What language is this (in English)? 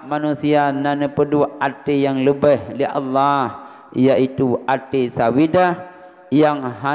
Achinese